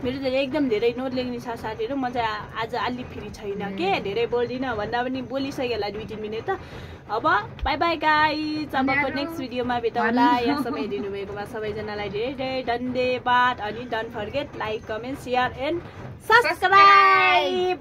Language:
Nepali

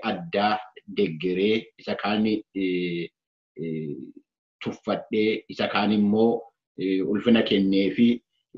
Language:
Oromo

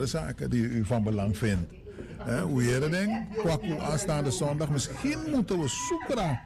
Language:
Dutch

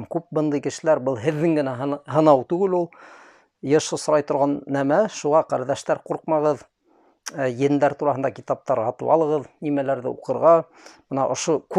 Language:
Bashkir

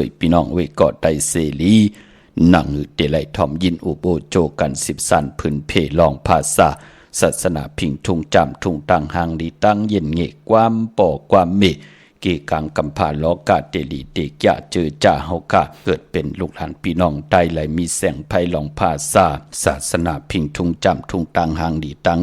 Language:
Shan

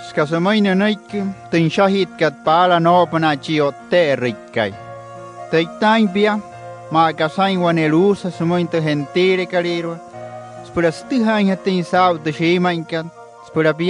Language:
Wayuu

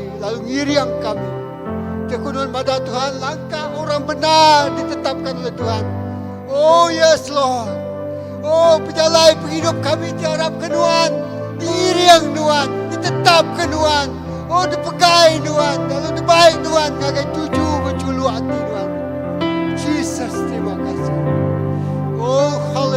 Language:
Iban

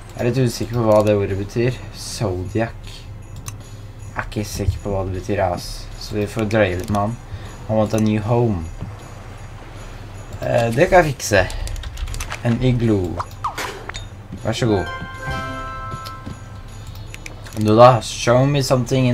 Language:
Norwegian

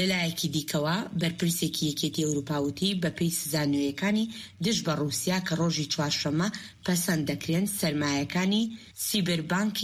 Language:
Central Kurdish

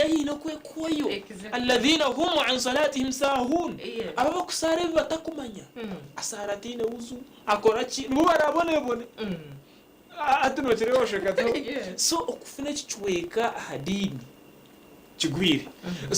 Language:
Nyankole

